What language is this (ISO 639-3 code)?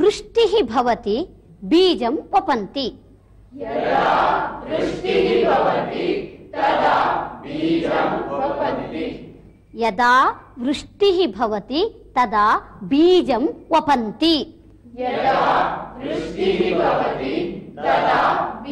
san